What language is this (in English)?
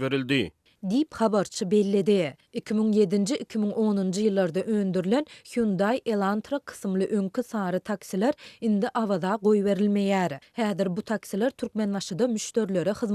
Turkmen